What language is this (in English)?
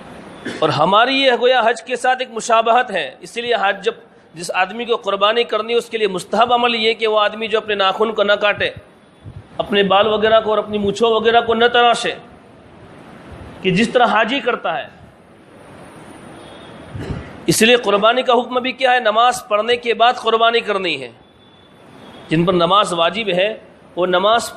Urdu